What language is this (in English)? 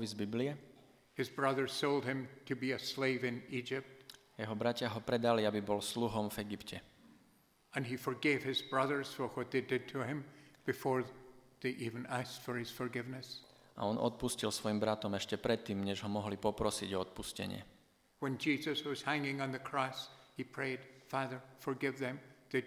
Slovak